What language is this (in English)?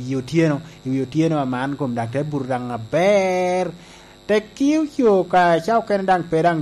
Lango (Uganda)